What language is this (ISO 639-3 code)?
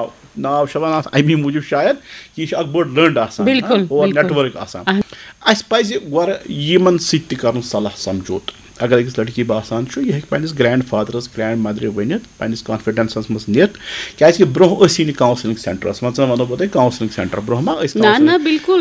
kas